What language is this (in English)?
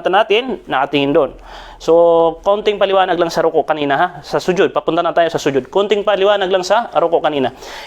Maranao